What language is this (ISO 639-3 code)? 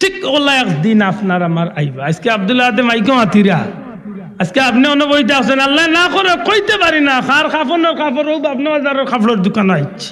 syl